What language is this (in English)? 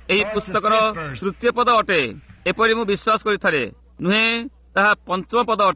Odia